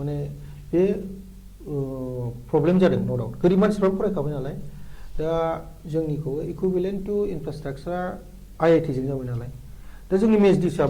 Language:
Bodo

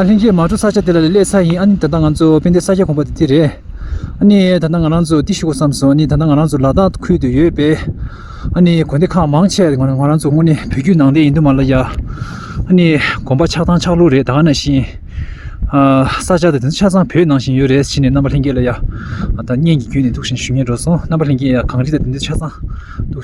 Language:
Tibetan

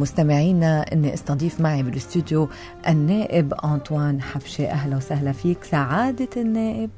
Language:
North Levantine Arabic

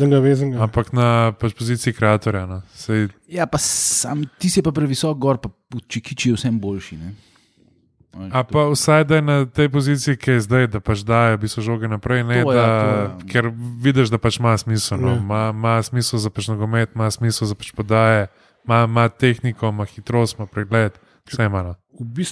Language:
Slovenian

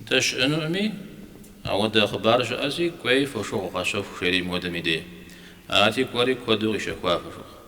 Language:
Kabardian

